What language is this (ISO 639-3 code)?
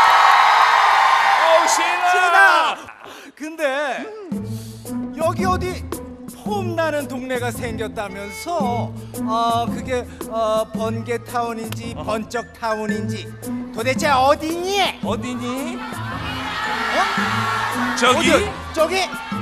kor